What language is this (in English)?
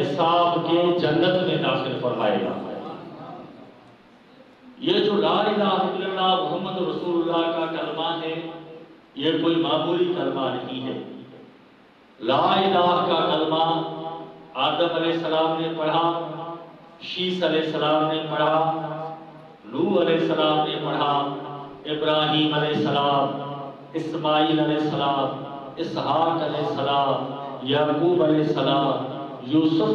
Urdu